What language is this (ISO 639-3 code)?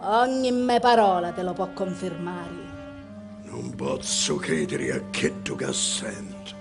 scn